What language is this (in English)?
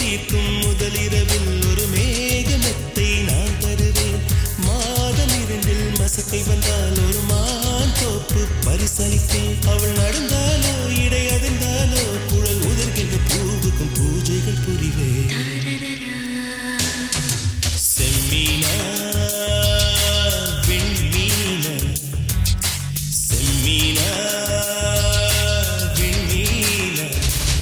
Tamil